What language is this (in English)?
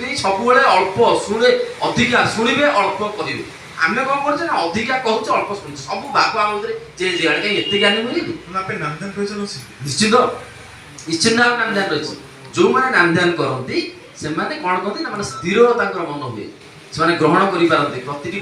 Odia